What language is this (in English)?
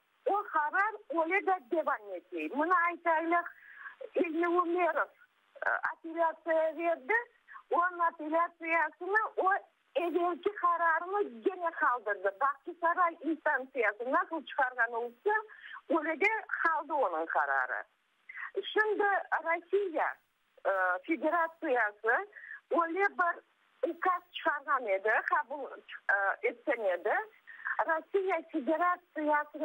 Crimean Tatar